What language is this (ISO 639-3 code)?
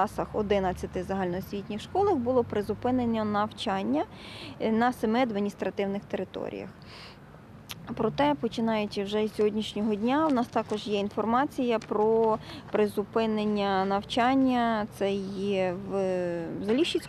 ukr